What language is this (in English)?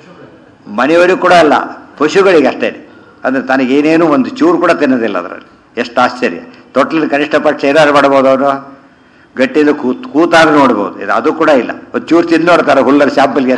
Kannada